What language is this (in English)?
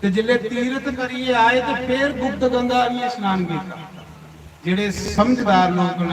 Dogri